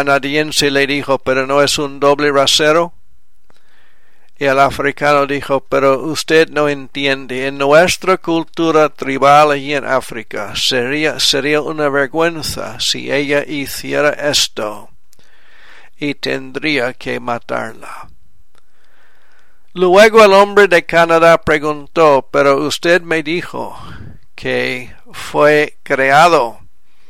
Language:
Spanish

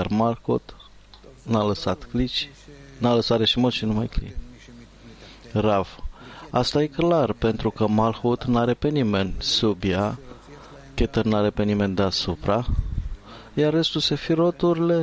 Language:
Romanian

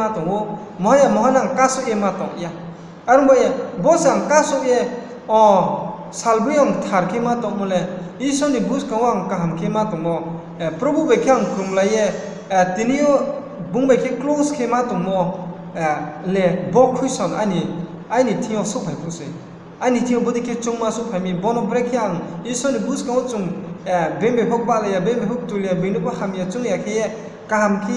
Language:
Riang (India)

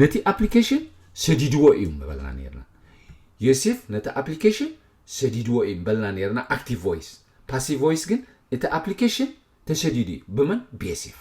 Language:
Tigrinya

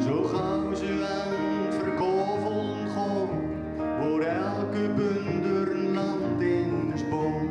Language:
Gronings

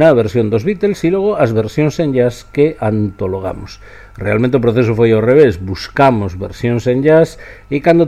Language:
Galician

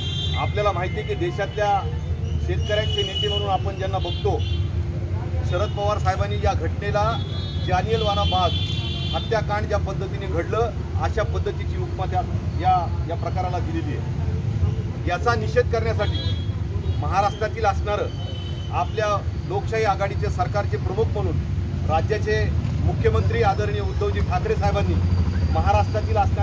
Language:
Marathi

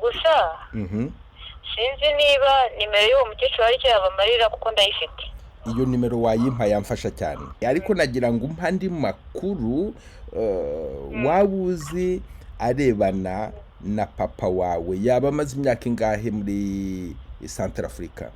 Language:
Kinyarwanda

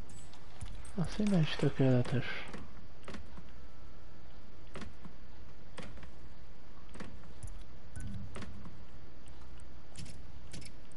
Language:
Hungarian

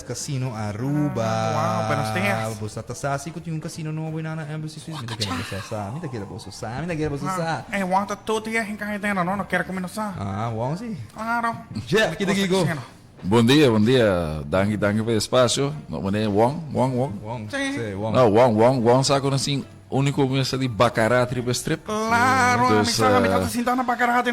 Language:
Papiamento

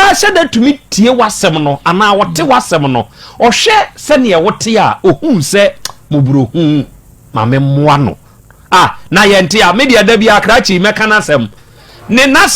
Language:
Akan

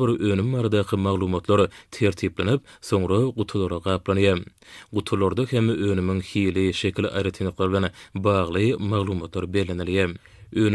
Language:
Turkmen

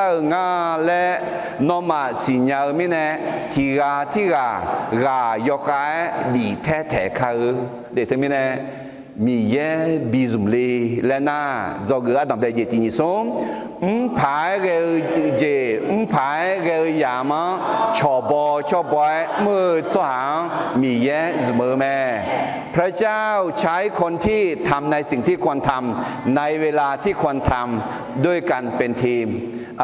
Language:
Akha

